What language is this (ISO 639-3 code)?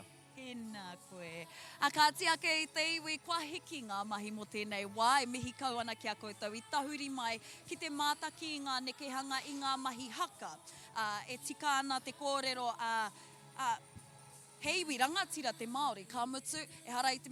mri